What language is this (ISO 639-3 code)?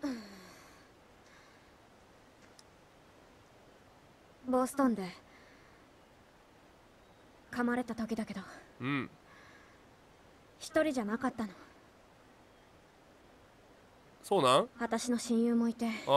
jpn